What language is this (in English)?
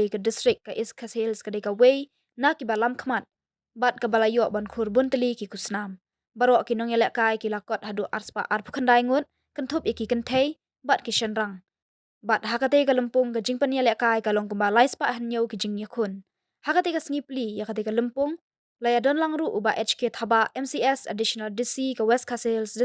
Khasi